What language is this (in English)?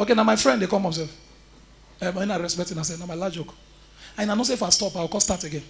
Nigerian Pidgin